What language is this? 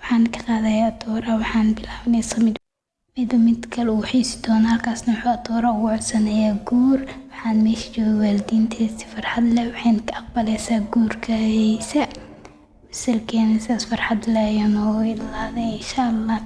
Somali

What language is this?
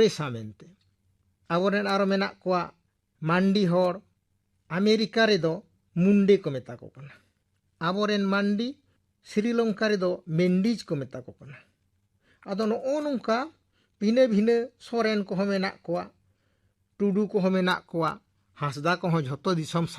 Santali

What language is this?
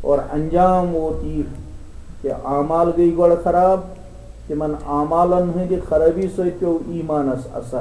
Kashmiri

